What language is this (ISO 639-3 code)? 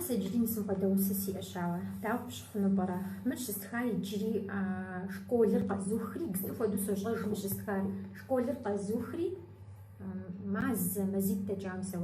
kbd